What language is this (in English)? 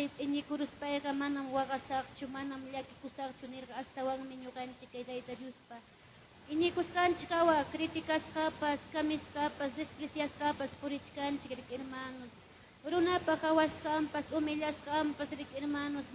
Ayacucho Quechua